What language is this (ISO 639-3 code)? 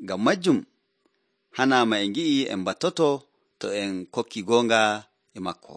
fuv